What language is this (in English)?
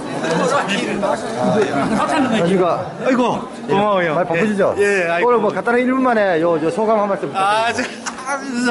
Korean